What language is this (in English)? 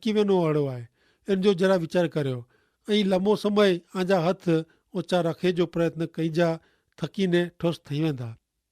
Kachhi